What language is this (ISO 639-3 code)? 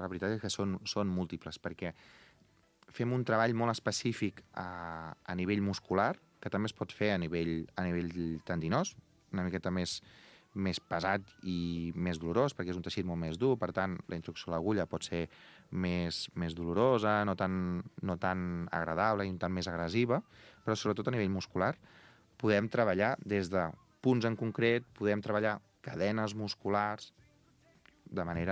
cat